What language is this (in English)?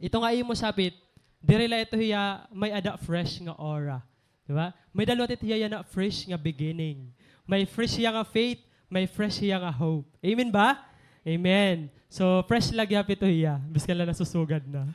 Waray